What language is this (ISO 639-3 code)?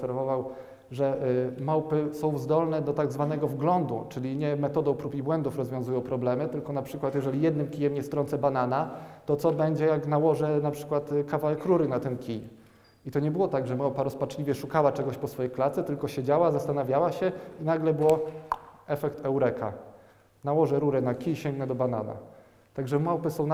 pol